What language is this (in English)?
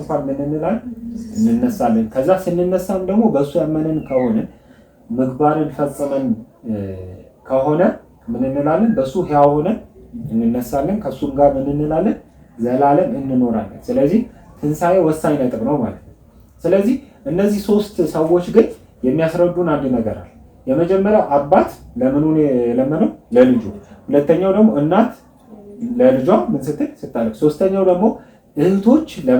Amharic